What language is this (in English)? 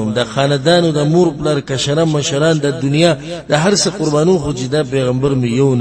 Pashto